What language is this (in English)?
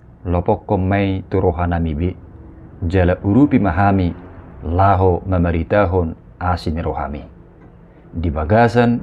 Batak Toba